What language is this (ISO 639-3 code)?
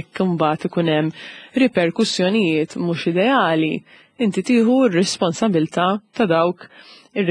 mlt